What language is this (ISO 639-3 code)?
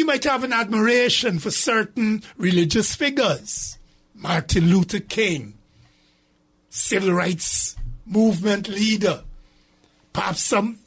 eng